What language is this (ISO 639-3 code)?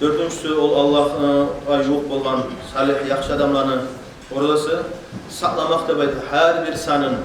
kum